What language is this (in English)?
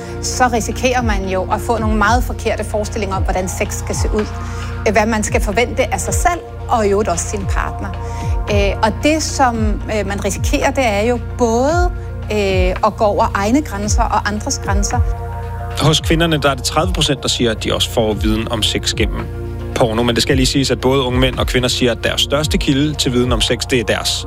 Danish